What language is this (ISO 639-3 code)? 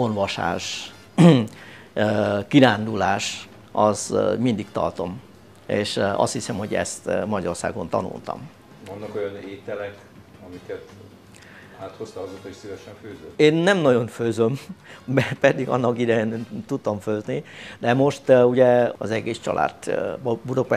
hun